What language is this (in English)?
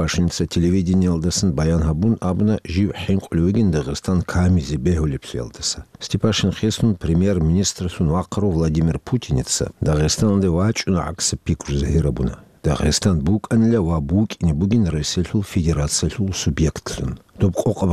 Avaric